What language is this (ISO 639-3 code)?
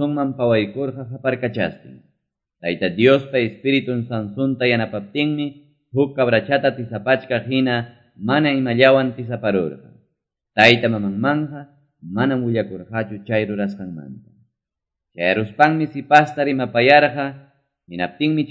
que